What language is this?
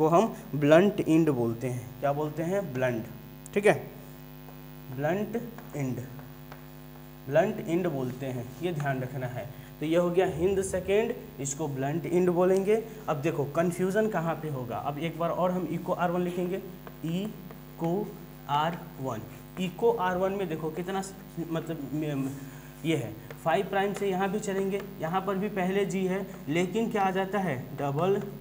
Hindi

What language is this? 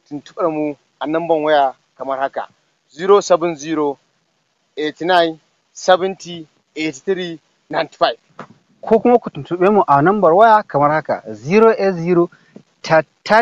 Hausa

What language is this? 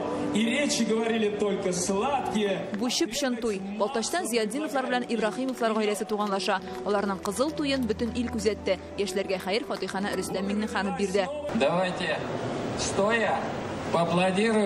Tatar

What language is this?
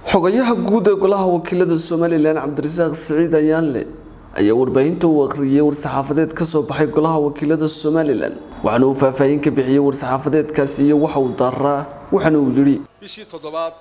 Somali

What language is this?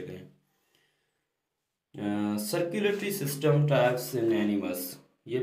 Hindi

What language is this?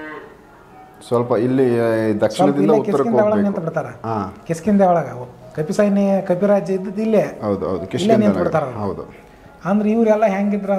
Kannada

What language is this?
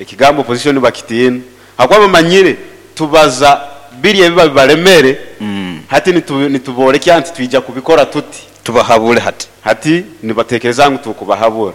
Nyoro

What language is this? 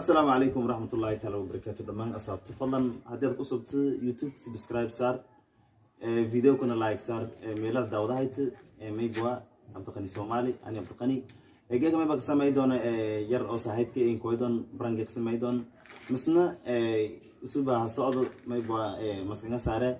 Somali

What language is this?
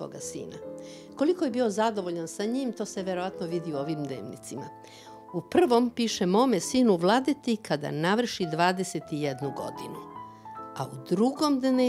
Serbian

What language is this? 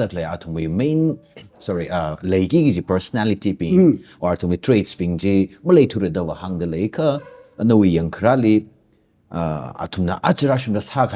Tangkhul Naga (India)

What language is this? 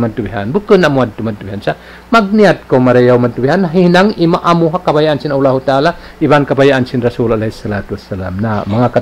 Tausug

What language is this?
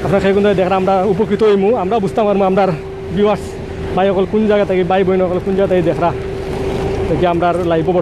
Sylheti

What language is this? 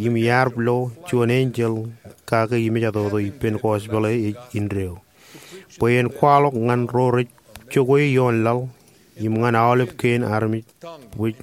Marshallese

